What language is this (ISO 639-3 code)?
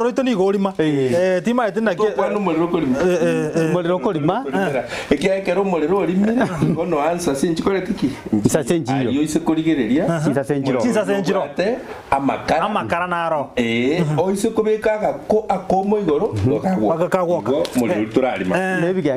guz